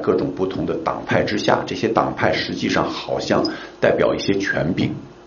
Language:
Chinese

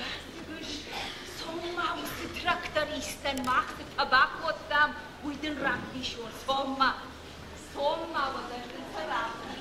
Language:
Ossetic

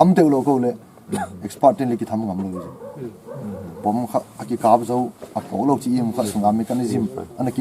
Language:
Paite Chin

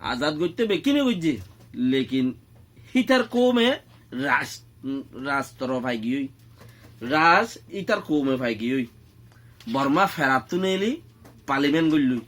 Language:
Rohingya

